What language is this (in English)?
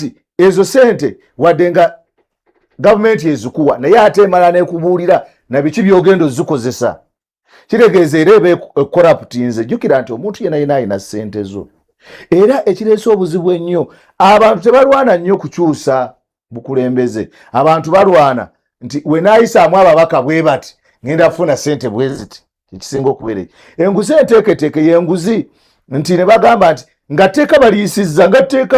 Ganda